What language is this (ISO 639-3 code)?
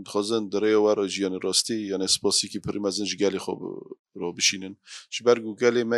kur